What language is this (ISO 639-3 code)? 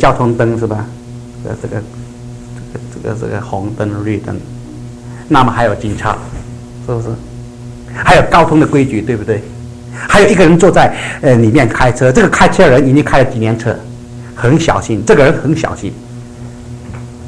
zho